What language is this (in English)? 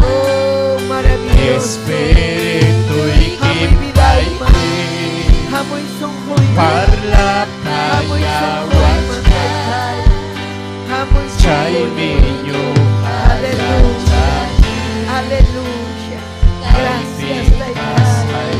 Ayacucho Quechua